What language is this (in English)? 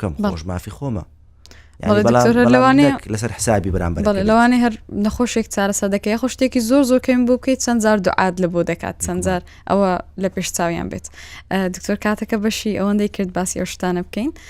Central Kurdish